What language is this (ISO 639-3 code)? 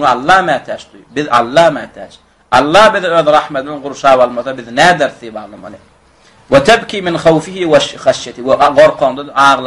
tuk